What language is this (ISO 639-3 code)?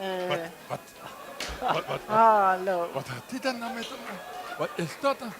lim